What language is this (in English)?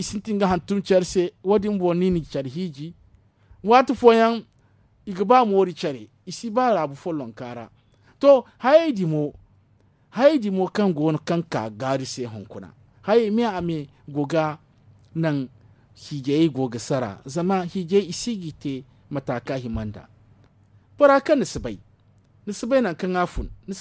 Zarma